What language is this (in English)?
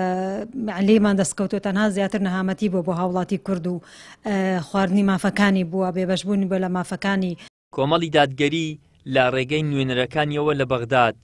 Central Kurdish